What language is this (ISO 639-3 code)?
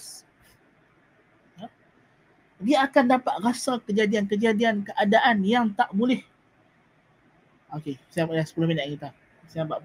msa